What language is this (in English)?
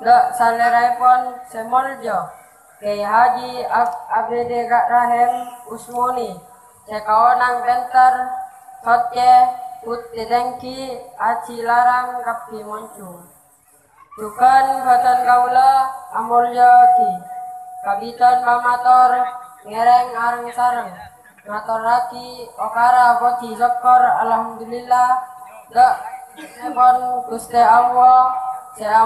Madurese